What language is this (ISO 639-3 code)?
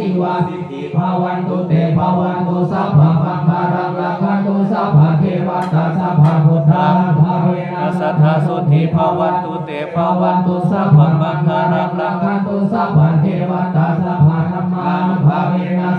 pli